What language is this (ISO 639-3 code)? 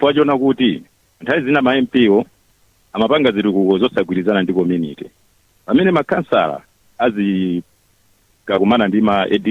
nya